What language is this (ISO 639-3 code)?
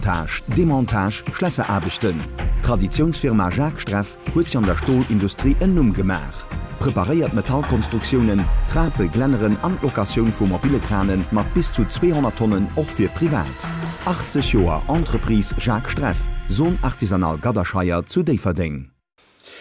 ltz